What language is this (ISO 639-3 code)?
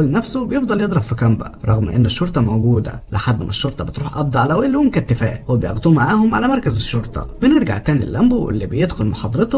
arz